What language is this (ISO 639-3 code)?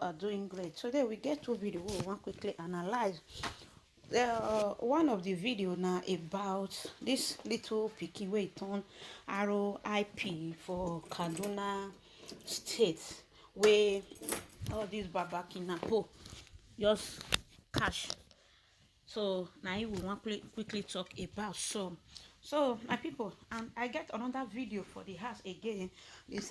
pcm